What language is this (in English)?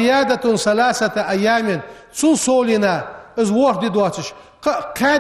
Ingush